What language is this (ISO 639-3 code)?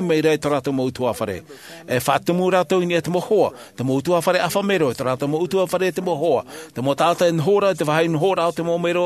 tah